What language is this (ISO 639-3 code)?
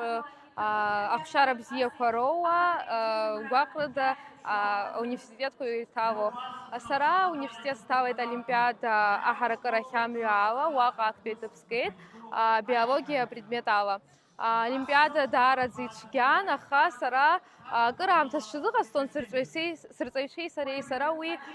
abk